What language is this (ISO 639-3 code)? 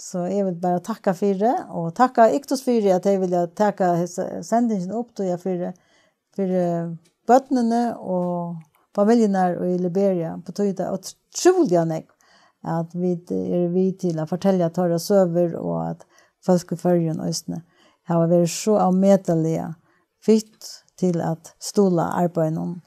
fao